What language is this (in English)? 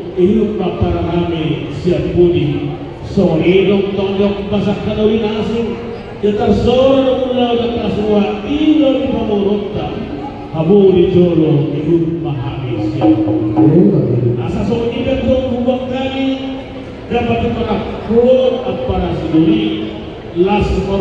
Batak Toba